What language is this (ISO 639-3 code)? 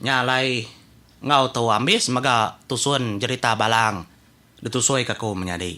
iba